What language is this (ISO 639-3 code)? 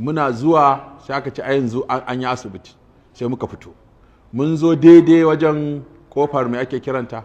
hau